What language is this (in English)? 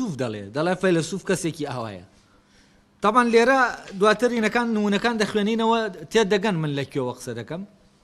Central Kurdish